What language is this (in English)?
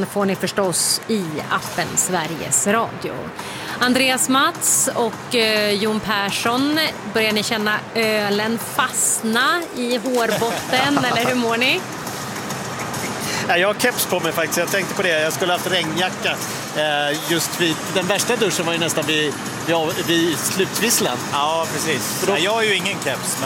Swedish